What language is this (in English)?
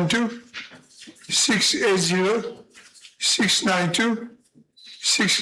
Morisyen